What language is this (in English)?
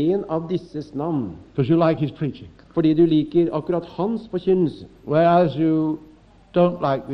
Norwegian